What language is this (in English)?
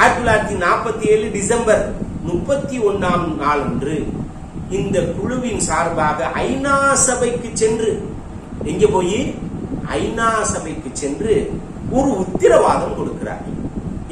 Tamil